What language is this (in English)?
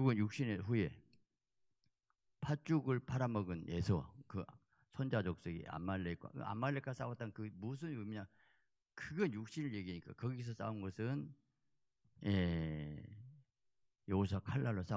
Korean